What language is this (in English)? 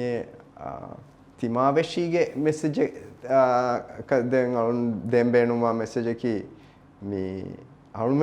Divehi